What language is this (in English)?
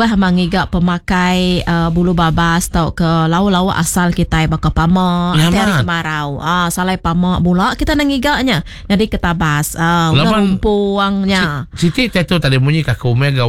Iban